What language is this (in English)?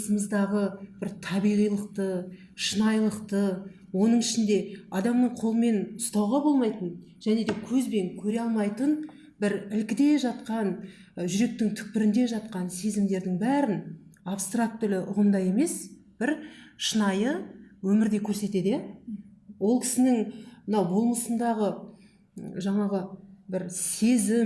Kazakh